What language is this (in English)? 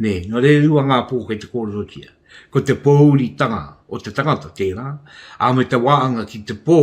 Māori